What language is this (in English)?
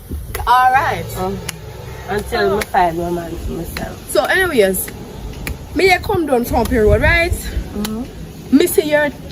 Jamaican Creole English